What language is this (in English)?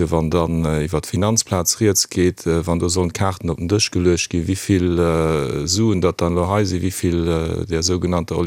Luxembourgish